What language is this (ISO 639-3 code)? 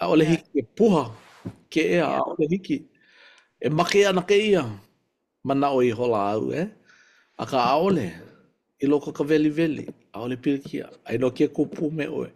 haw